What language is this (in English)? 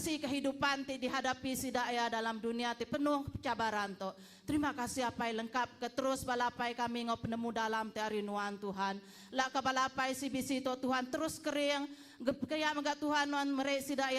Iban